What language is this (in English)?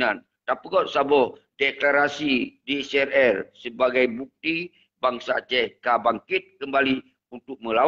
Achinese